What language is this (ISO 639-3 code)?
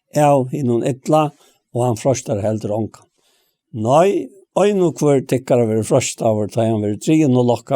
fao